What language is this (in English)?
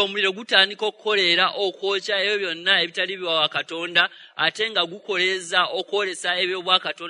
Ganda